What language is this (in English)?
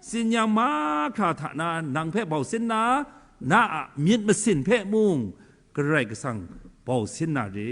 Kachin